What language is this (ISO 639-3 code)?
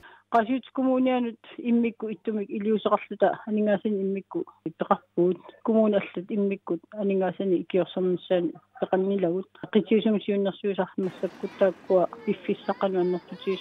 kal